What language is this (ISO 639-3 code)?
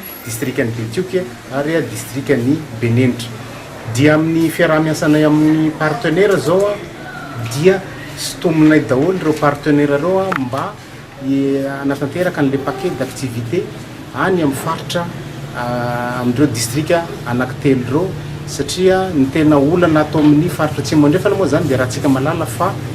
mlg